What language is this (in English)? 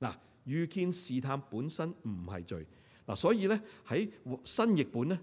Cantonese